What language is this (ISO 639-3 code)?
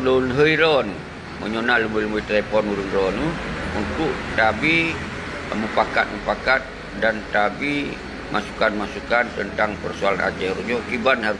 ace